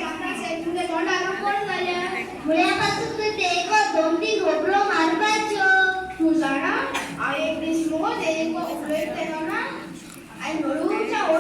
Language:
Konkani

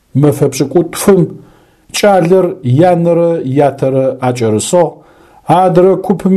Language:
Adyghe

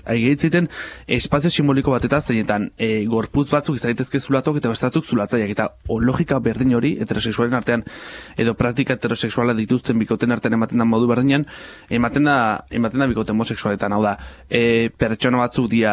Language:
Basque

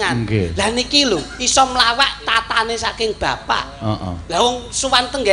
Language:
Javanese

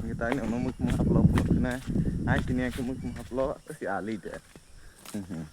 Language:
Kok Borok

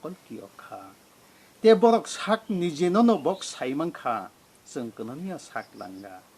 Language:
Kok Borok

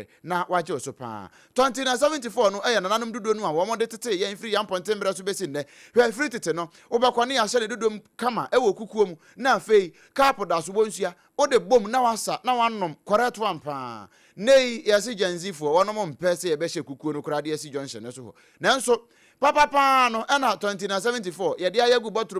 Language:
Akan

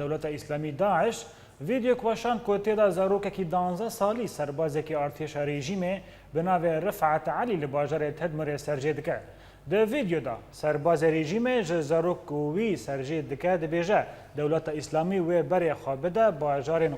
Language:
Kurdish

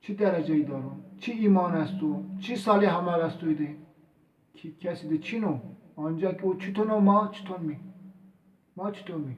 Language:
Zaza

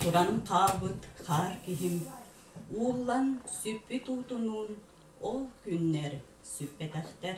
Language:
Yakut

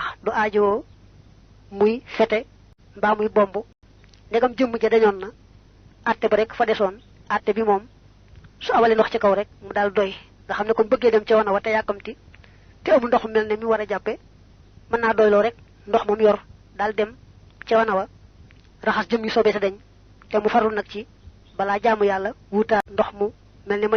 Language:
Wolof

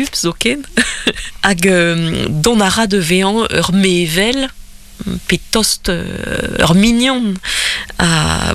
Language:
Breton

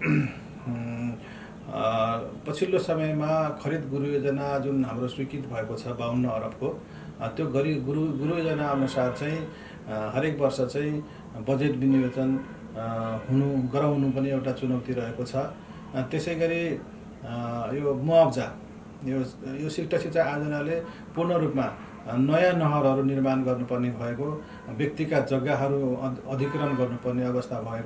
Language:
Nepali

